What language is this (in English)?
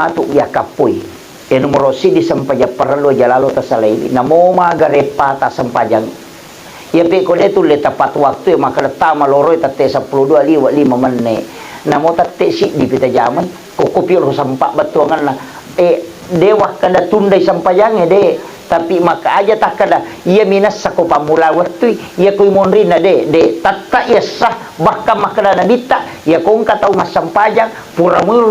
Buginese